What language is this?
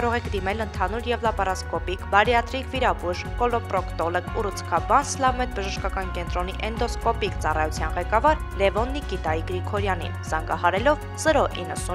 Armenian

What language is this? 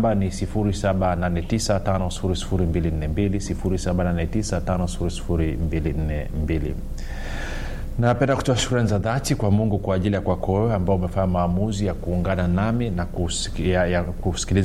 Swahili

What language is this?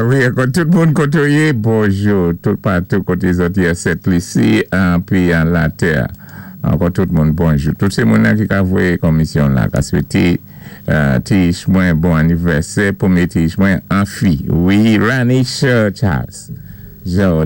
Saint Lucian Creole French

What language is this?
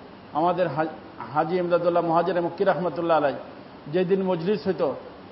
Bangla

